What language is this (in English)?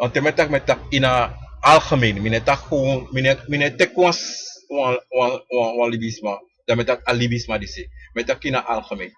Sranan Tongo